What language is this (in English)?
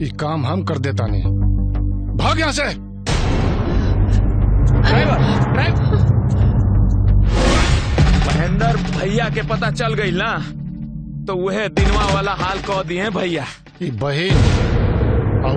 Bhojpuri